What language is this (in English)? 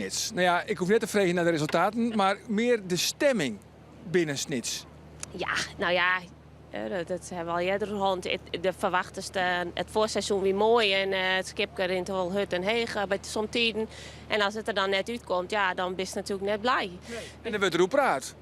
Western Frisian